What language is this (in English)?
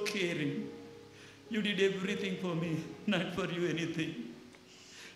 Tedim Chin